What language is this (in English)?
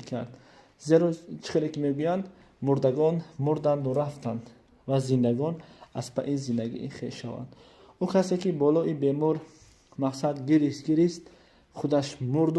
Tajik